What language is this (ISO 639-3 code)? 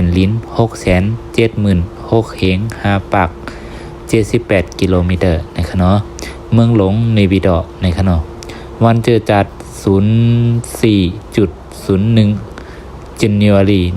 shn